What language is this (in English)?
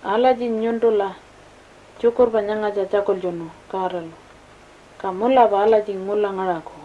Pitjantjatjara